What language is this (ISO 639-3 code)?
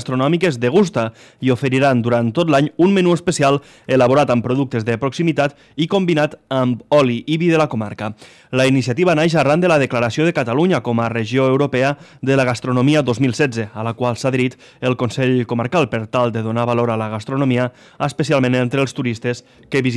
cat